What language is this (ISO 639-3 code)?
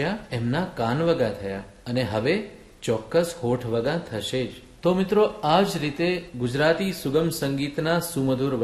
guj